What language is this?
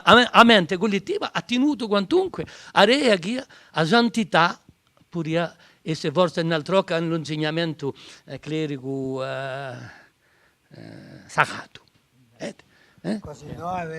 Corsican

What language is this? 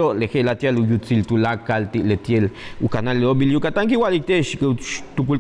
Yucateco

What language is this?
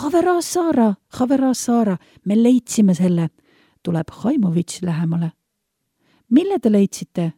Estonian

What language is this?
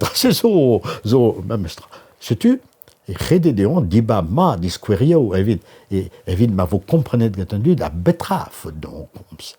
Breton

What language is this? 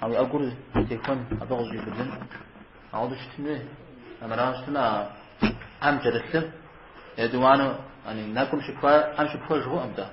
Kabardian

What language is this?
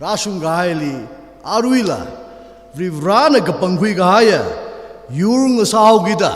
Tangkhul Naga (India)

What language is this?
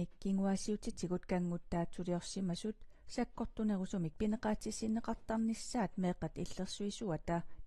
Kalaallisut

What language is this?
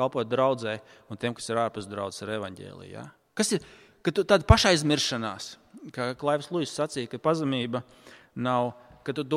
Latvian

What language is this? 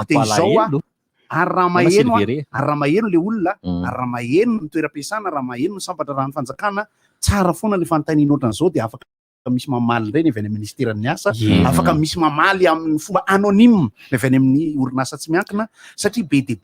Malagasy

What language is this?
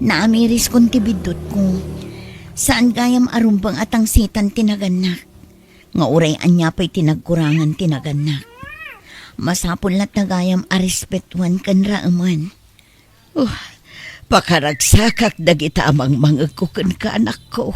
Iloko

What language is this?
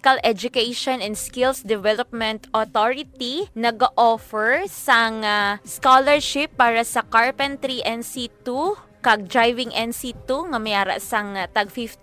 Hiligaynon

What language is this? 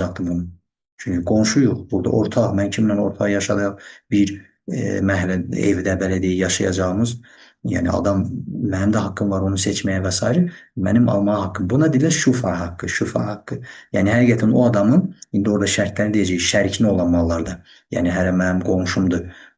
Azerbaijani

